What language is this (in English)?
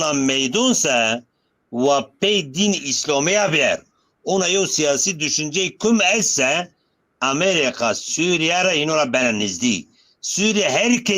Zaza